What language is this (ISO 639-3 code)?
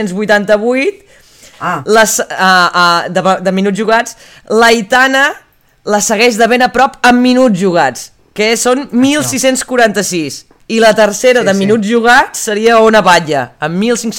cat